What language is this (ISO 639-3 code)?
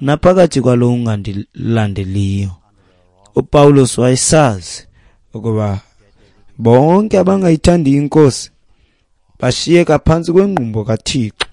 xho